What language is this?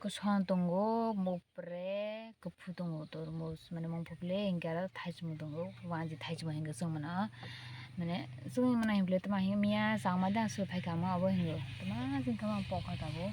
Kok Borok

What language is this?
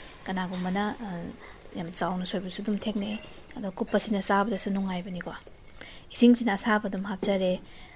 Manipuri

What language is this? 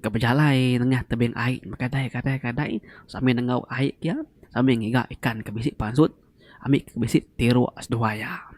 Iban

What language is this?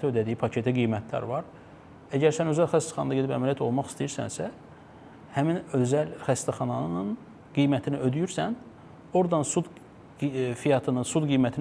Azerbaijani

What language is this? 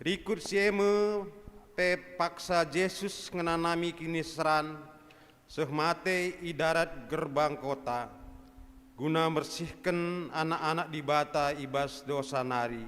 Batak Karo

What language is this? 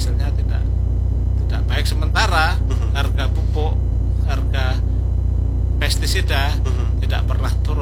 Indonesian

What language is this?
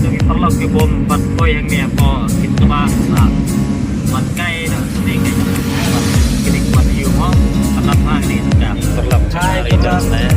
Khasi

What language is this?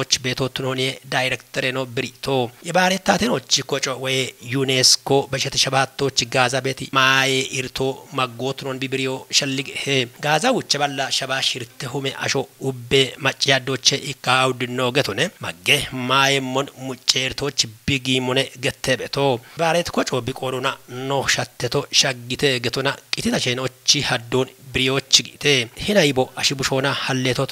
Kafa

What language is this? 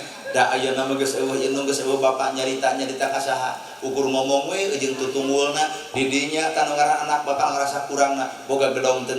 Sundanese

